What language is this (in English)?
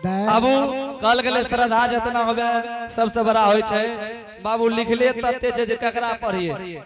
Angika